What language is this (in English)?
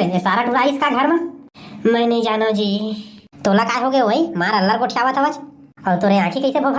Chhattisgarhi